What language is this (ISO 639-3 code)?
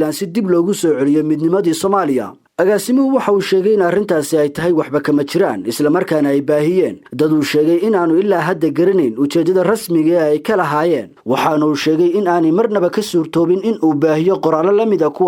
som